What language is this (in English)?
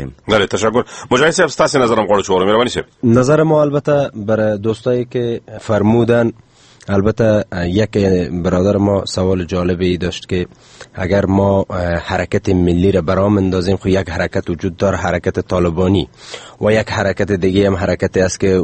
Persian